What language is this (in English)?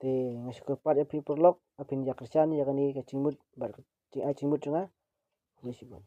Khasi